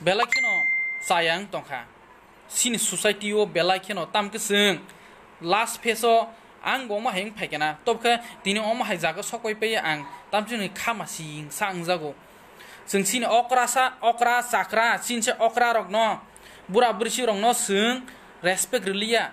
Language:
Kok Borok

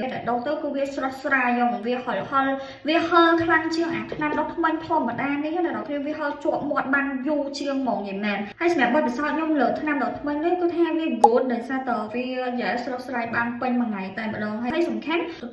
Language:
Khmer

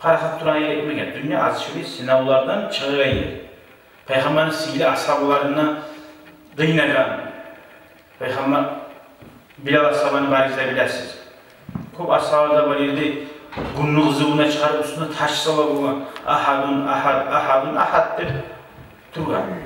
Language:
Kumyk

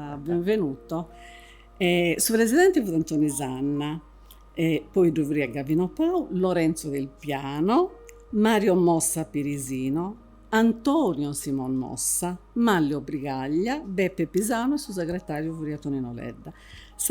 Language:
Sardinian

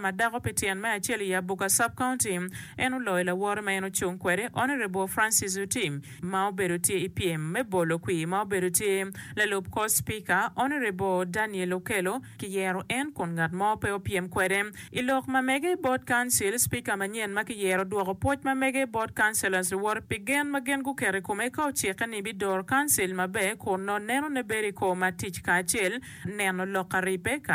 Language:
Acoli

